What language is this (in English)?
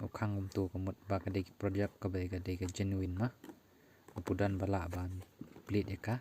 Khasi